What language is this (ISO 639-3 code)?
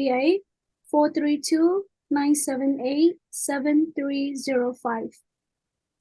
cfm